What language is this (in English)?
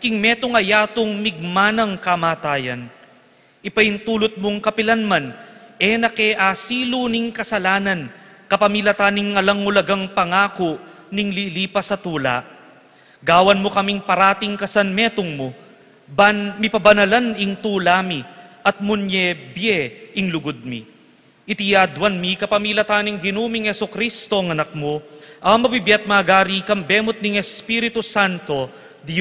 Pampanga